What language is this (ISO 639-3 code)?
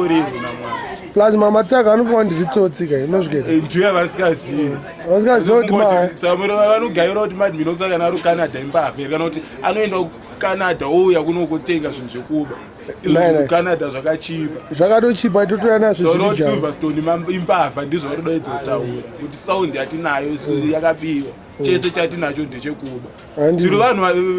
sna